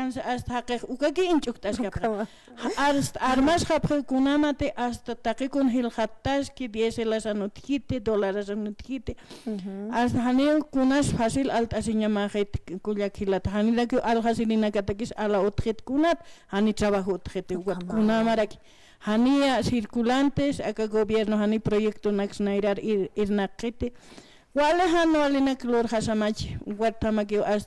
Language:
Aymara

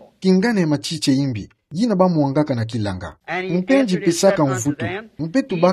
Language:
Kituba (Democratic Republic of Congo)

